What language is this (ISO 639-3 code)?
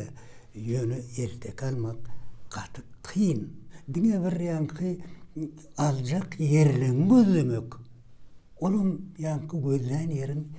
tuk